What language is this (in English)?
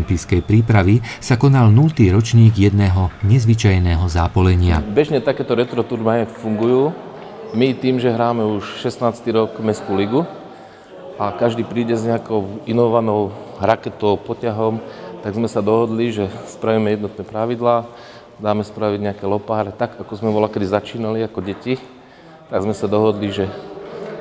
Slovak